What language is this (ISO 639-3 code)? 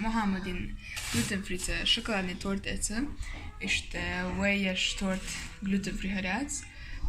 che